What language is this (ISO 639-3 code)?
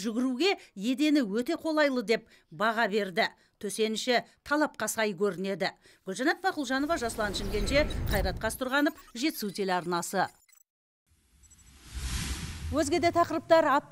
kaz